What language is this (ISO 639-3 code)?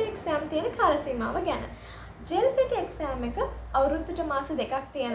sin